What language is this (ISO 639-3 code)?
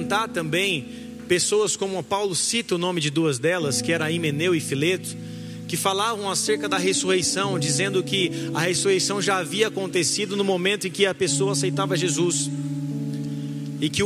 por